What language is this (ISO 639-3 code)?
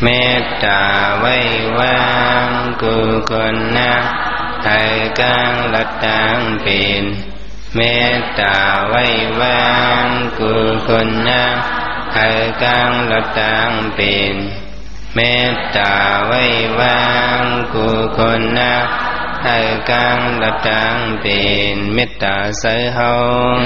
shn